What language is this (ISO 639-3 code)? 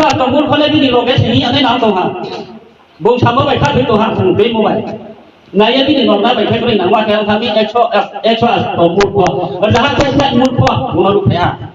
ria